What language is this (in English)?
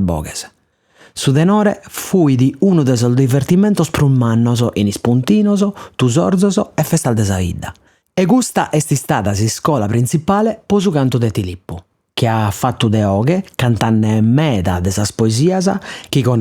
Sardinian